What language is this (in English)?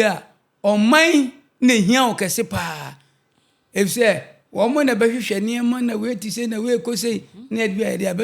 Akan